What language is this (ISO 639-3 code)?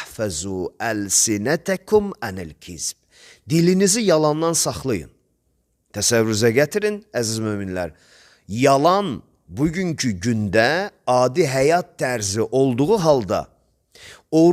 aze